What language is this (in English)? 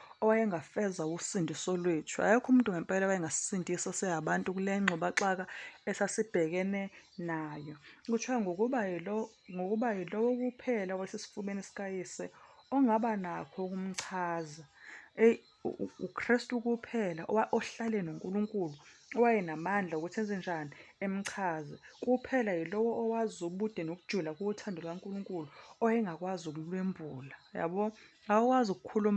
Zulu